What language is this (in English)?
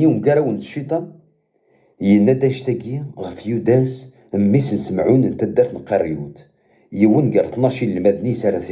Kabyle